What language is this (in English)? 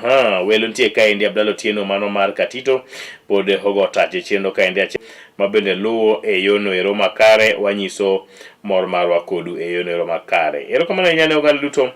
Luo (Kenya and Tanzania)